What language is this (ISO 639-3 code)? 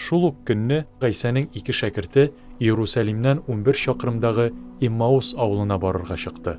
tat